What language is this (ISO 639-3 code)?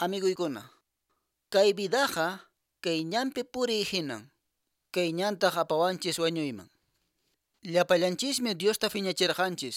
que